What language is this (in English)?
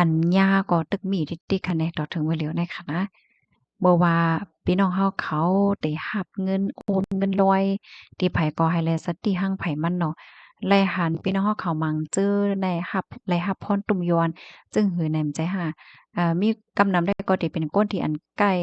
Shan